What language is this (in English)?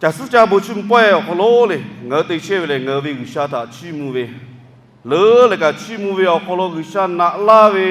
Lahu